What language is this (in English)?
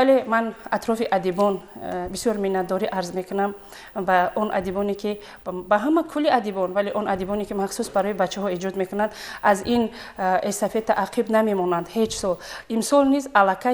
Tajik